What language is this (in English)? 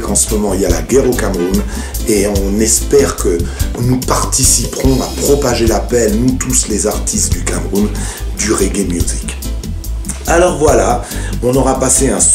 French